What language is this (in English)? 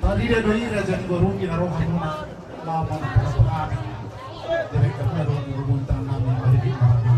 Batak Toba